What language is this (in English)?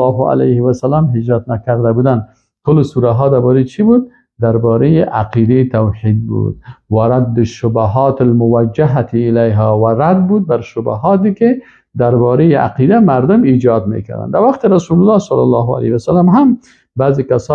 Persian